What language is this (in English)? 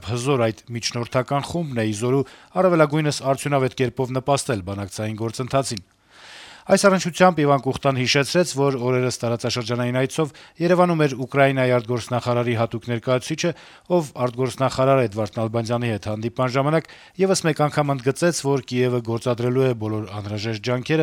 Armenian